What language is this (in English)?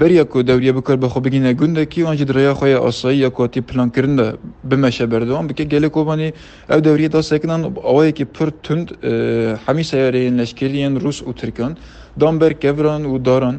Kurdish